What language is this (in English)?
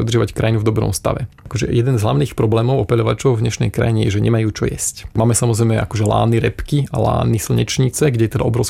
Slovak